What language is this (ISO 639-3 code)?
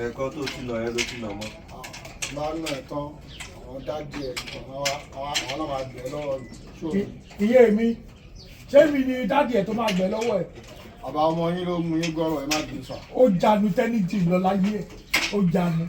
yor